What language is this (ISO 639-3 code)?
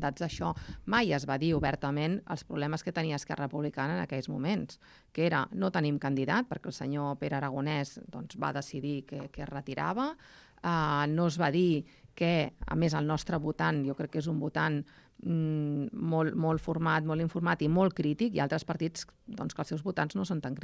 cat